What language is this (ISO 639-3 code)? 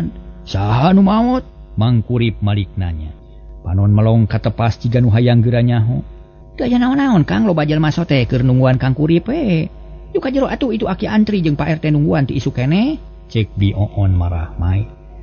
sun